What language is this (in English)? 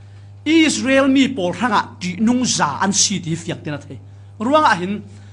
Falam Chin